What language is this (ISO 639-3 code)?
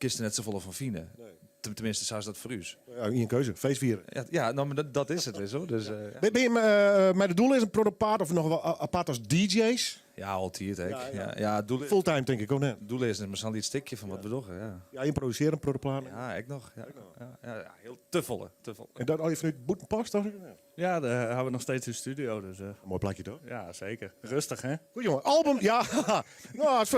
fry